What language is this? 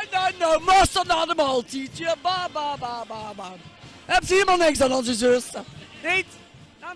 Limburgish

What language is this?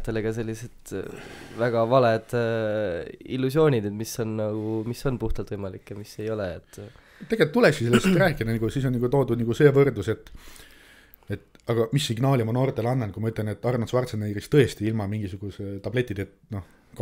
Estonian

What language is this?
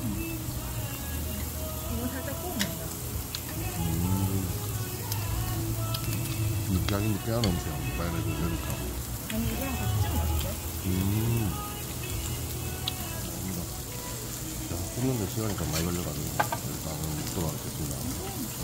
Korean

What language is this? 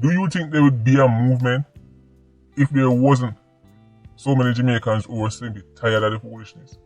Jamaican Creole English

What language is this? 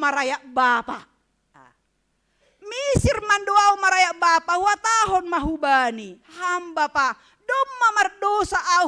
Batak Simalungun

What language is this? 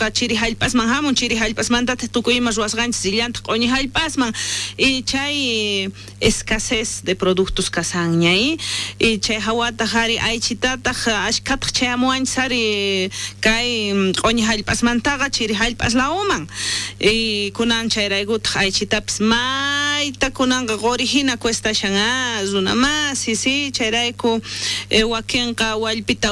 South Bolivian Quechua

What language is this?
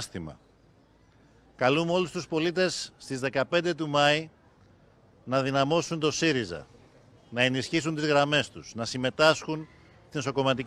Greek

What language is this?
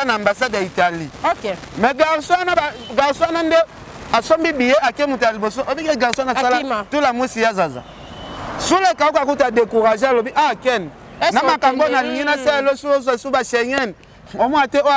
Lingala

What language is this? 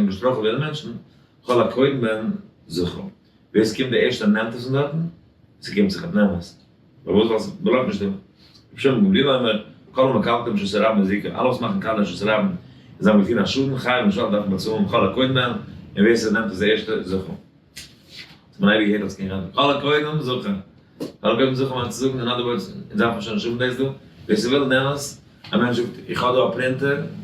Yiddish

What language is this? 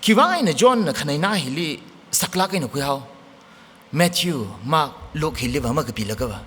Tangkhul Naga (India)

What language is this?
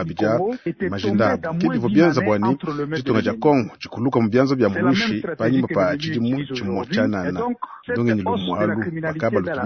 Luba-Lulua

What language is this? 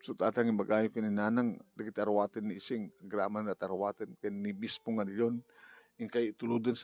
Iloko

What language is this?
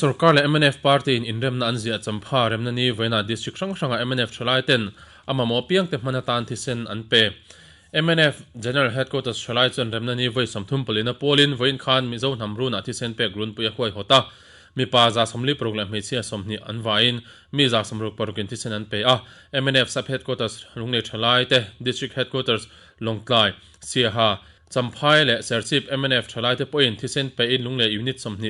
Mizo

